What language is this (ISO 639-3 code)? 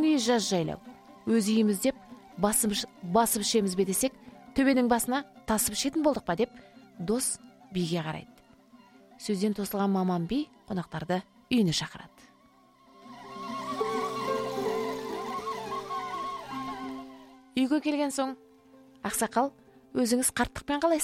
kaz